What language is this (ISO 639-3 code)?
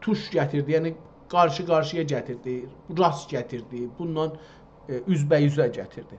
azb